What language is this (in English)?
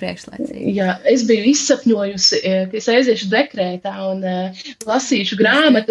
Latvian